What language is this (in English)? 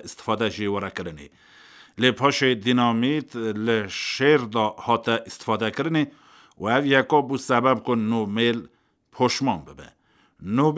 Kurdish